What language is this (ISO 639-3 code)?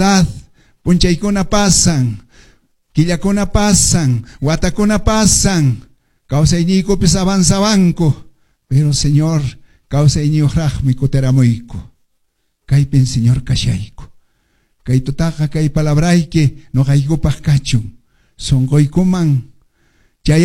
que